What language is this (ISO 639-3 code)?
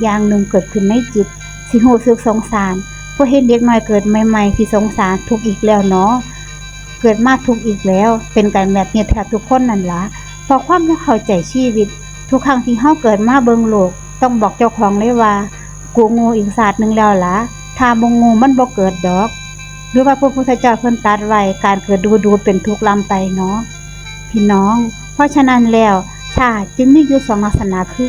tts